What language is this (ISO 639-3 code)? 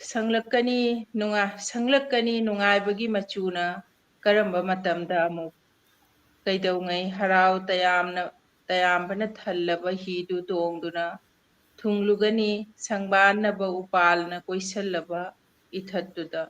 mni